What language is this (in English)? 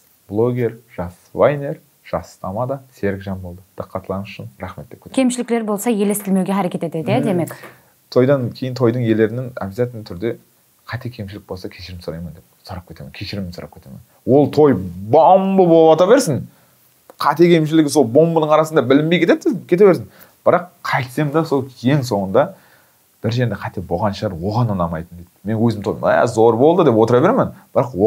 Kazakh